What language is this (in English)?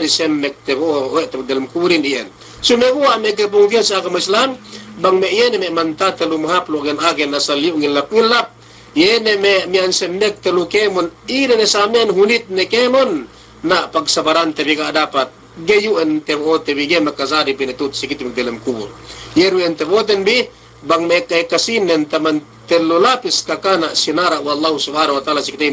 Yakan